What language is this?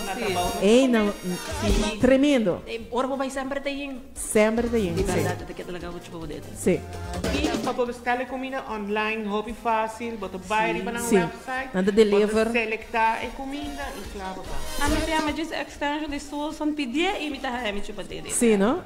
Papiamento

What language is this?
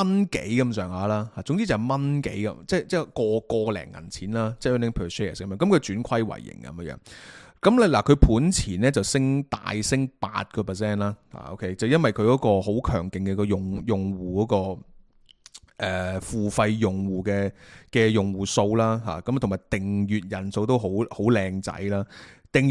Cantonese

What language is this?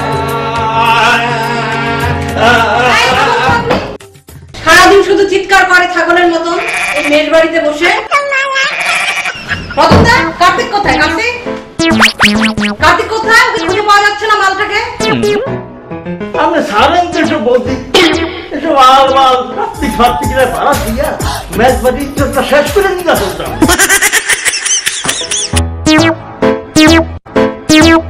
Bangla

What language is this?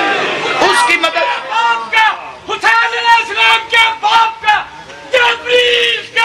Urdu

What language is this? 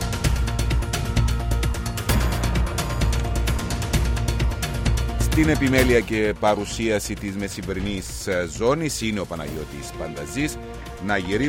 Greek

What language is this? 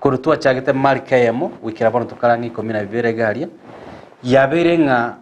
Gusii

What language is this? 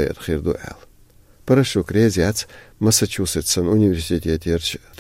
Chechen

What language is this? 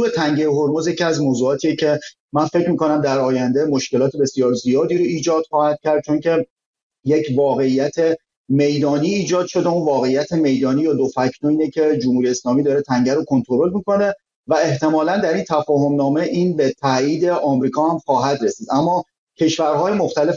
Persian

